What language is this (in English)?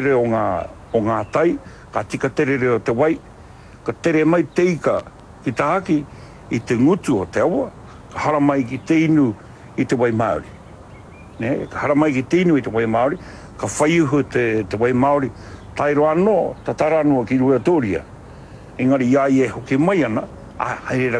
Māori